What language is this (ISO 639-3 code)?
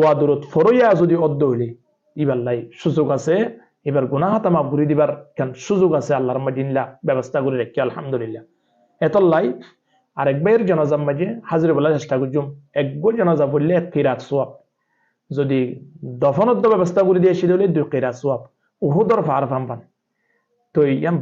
rhg